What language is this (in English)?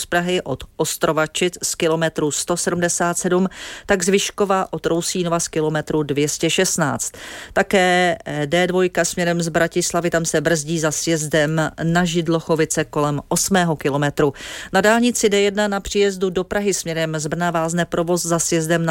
Czech